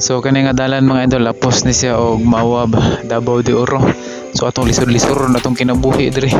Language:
Cebuano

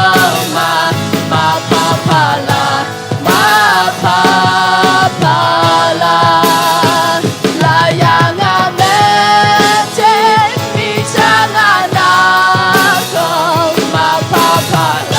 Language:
Akha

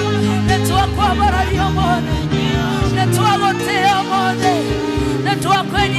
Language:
Kikuyu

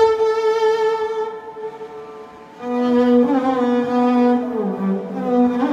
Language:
Malayalam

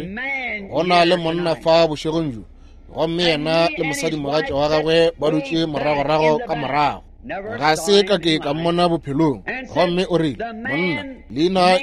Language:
Northern Sotho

